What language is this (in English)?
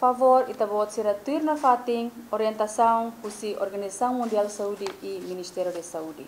Tetum